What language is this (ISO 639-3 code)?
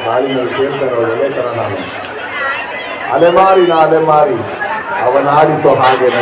kan